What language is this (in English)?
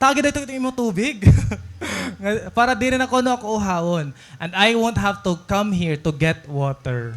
Waray